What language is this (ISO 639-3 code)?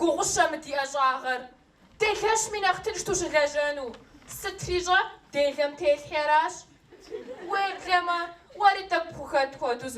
kbd